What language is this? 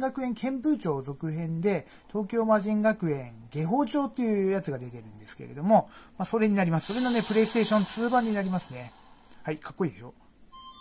Japanese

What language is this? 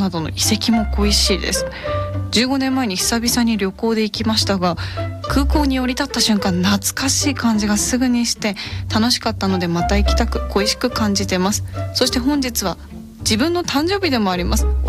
Japanese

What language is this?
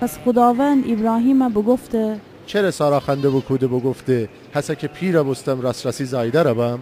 Gilaki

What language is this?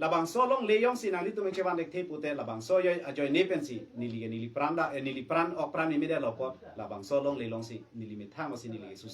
Karbi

